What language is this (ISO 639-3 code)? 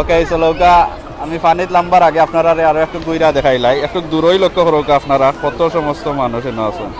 syl